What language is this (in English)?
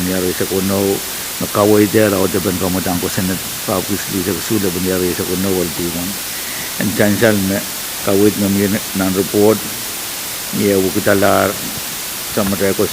Pohnpeian